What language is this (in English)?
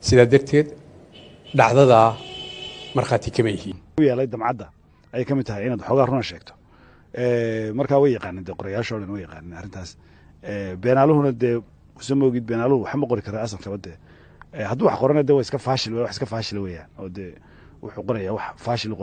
Somali